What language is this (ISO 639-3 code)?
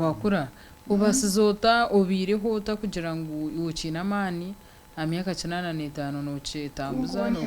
nyn